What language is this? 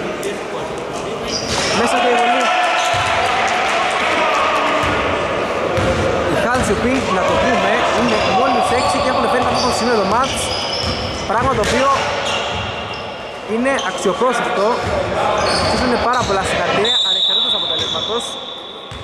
Greek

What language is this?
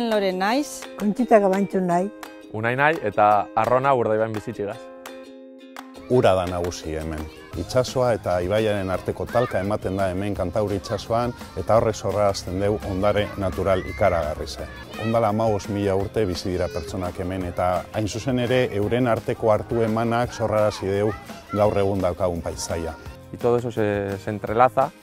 Basque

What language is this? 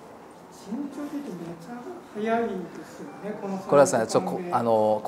Japanese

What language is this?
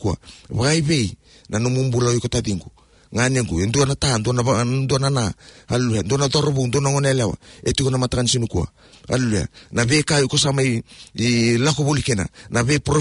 Fijian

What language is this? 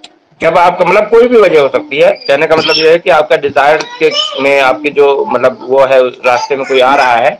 Hindi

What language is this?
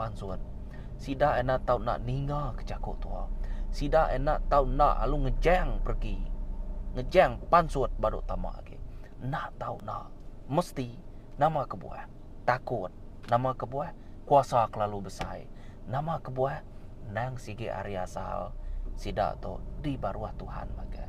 Iban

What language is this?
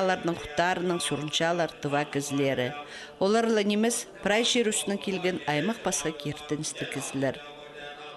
Khakas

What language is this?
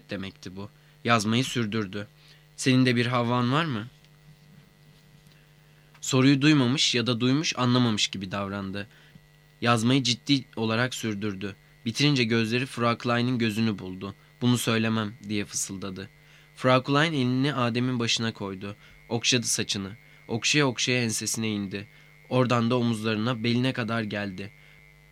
Turkish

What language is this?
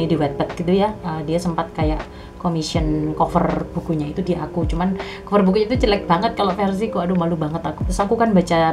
Indonesian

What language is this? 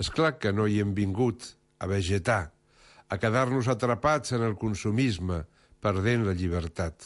Catalan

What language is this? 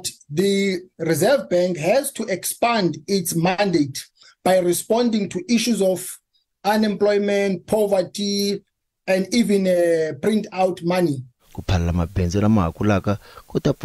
Tsonga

